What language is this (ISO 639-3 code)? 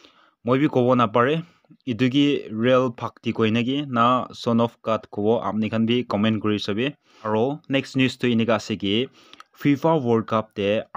nag